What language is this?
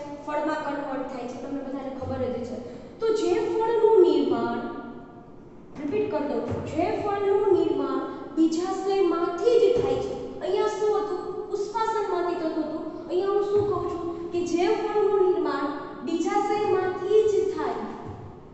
Gujarati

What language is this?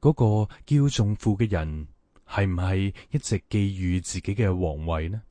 Cantonese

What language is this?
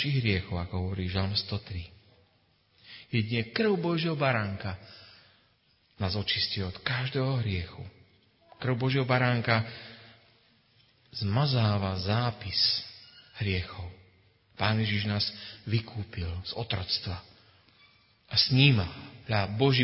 Slovak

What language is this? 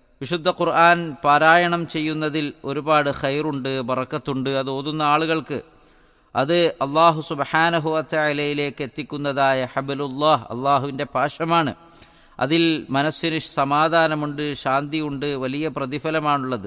Malayalam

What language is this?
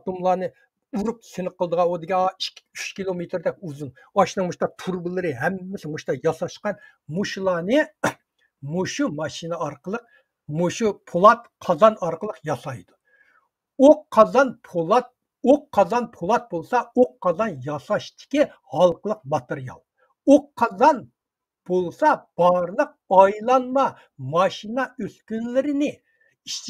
Uyghur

